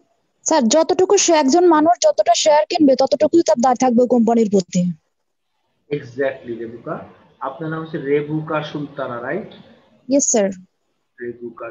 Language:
Bangla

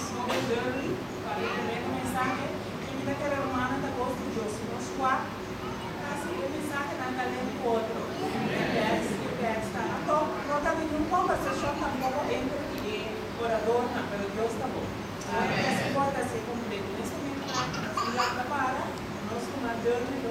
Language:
Papiamento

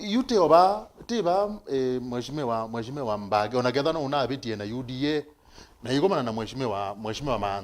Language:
Kamba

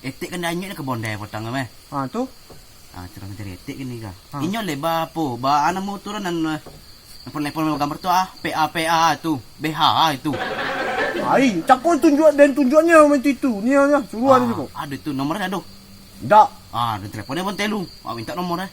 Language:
Minangkabau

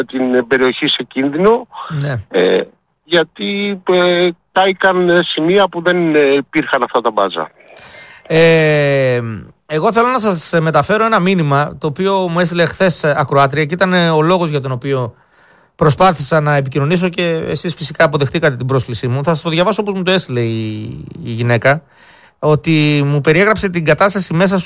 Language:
Greek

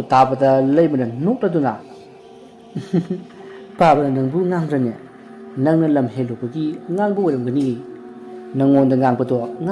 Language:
Manipuri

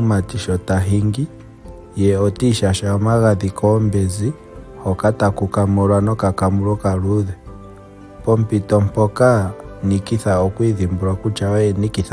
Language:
Ndonga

